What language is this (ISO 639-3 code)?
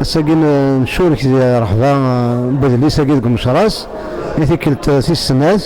kab